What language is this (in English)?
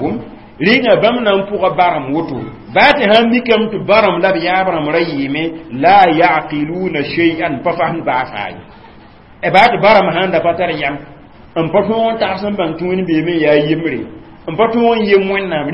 Mossi